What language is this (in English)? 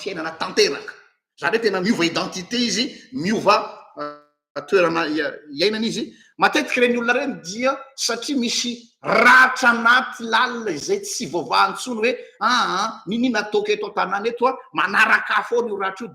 Malagasy